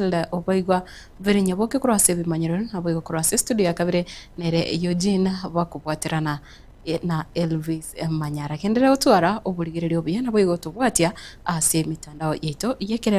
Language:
Gusii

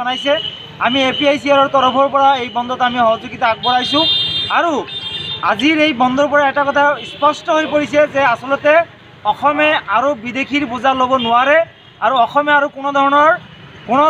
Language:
Assamese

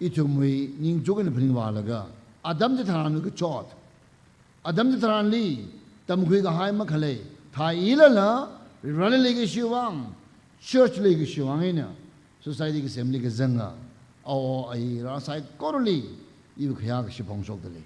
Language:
Tangkhul Naga (India)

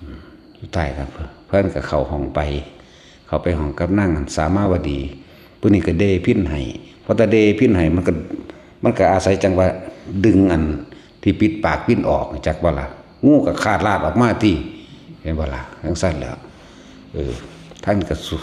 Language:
Northeastern Thai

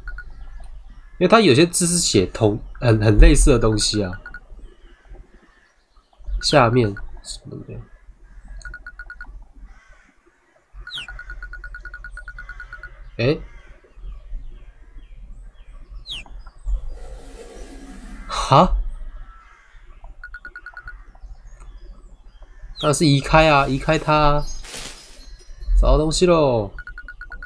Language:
Chinese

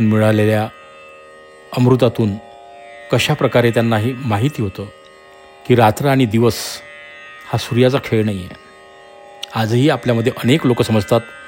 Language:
Marathi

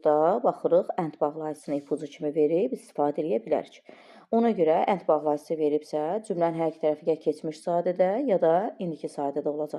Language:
Azerbaijani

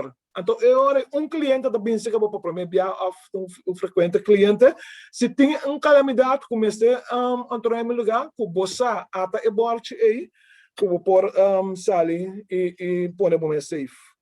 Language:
Papiamento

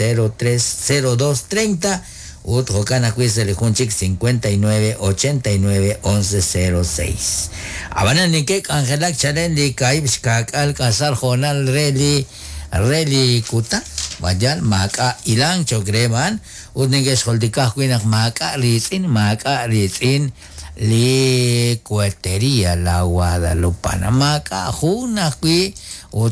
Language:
Kekchí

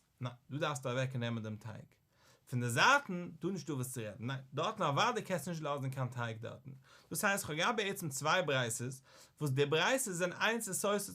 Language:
Yiddish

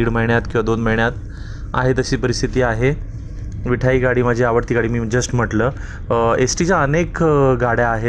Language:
Marathi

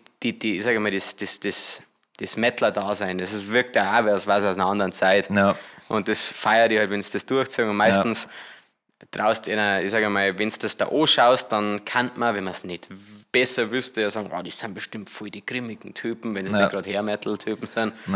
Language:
Bavarian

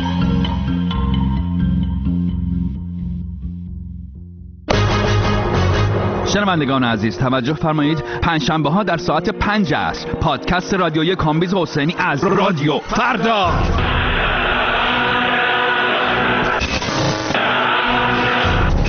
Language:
Persian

